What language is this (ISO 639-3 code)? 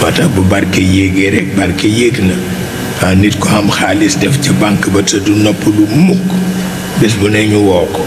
wol